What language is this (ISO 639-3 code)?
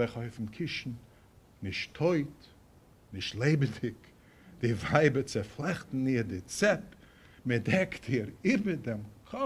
yid